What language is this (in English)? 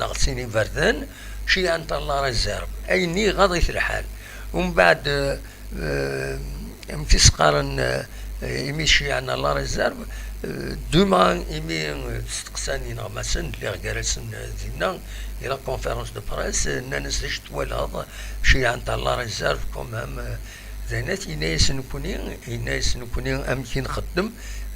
Kabyle